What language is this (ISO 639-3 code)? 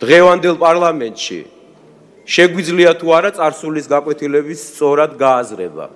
kat